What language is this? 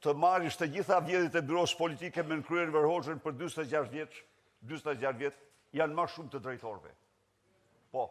Albanian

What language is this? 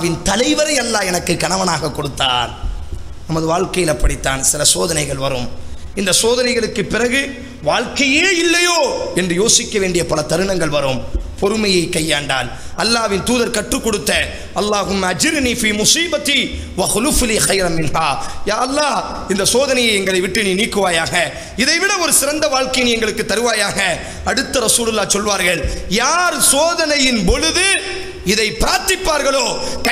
Tamil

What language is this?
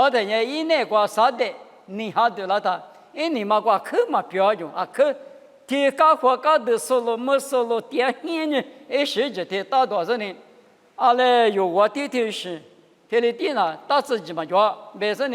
Lisu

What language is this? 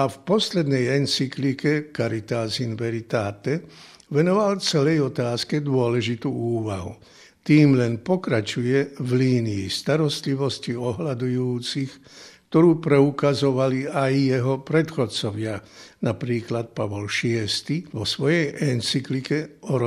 Slovak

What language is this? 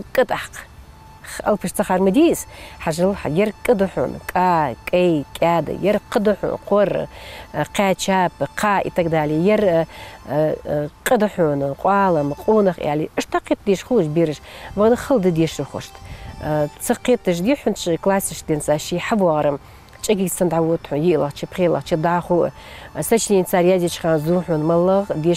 Ingush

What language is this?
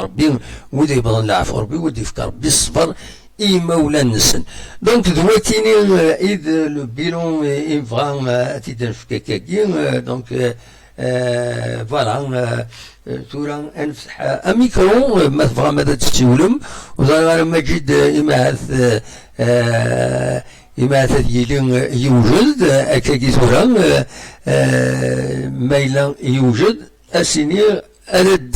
Kabyle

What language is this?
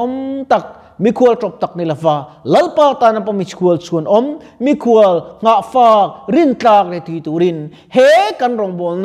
Mizo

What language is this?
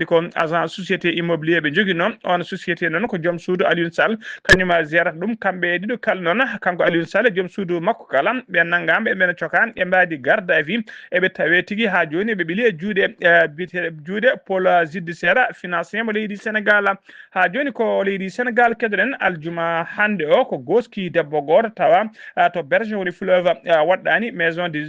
Fula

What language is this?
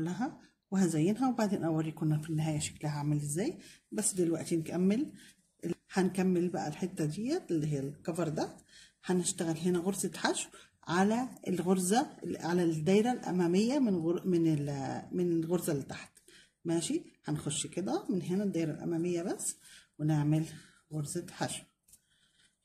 Egyptian Arabic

